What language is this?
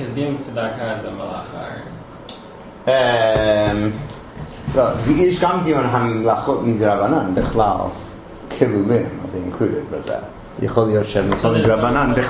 Hebrew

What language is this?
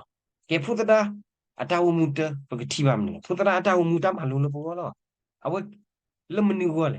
S'gaw Karen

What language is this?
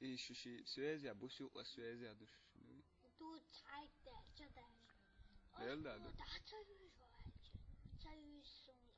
Chechen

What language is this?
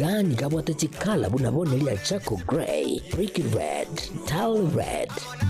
Gusii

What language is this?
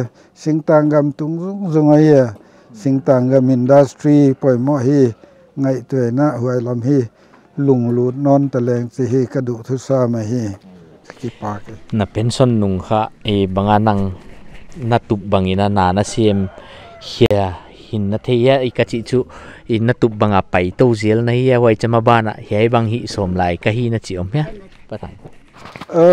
Paite Chin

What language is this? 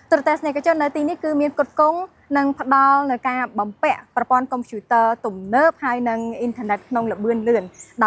Khmer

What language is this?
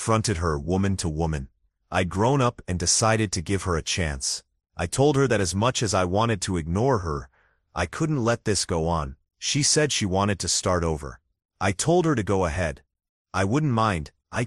English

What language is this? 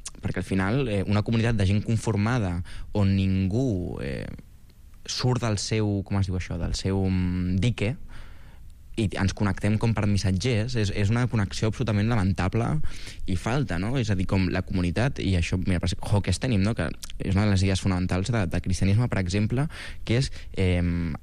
Catalan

